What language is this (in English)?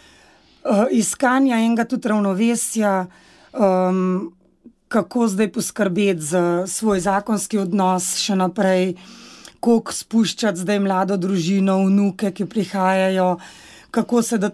Slovenian